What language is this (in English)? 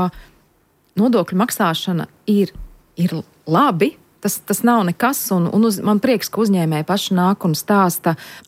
Latvian